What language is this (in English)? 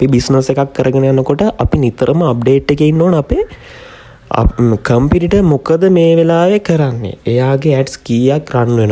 Sinhala